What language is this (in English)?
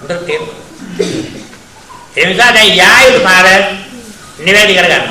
Sinhala